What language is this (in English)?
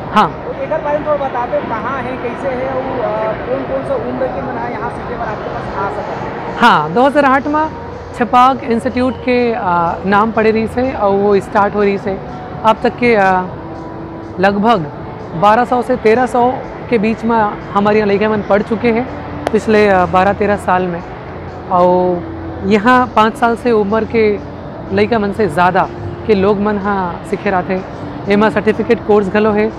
Chhattisgarhi